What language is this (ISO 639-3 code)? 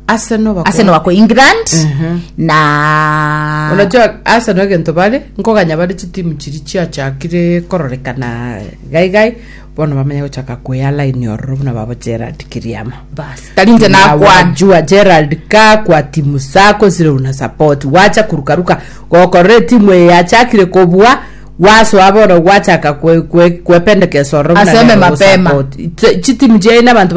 guz